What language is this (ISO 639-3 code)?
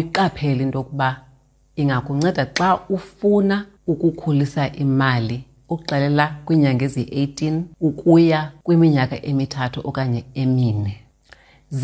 xho